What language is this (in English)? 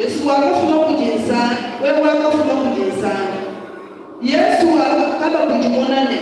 Luba-Lulua